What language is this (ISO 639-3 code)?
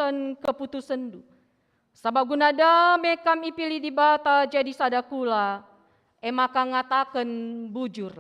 btx